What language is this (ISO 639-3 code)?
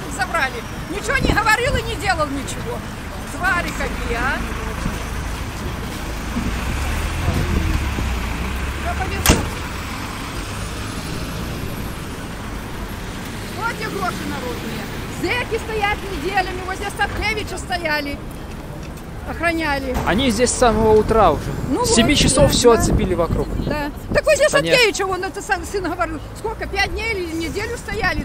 rus